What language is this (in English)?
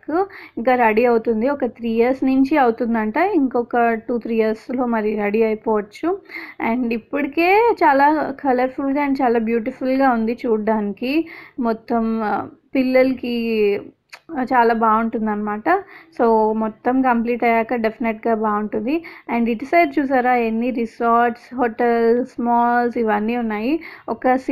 Telugu